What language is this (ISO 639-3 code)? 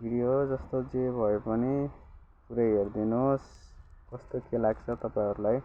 nep